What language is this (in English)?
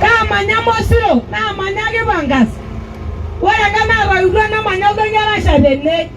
Masai